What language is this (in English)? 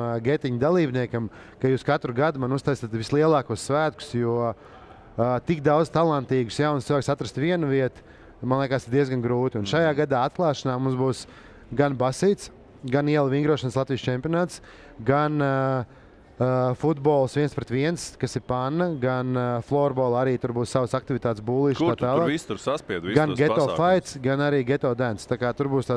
Latvian